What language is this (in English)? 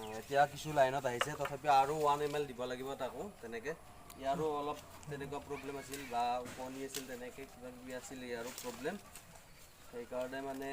Assamese